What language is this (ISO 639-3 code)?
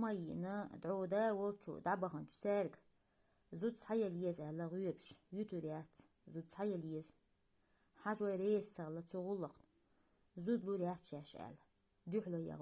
che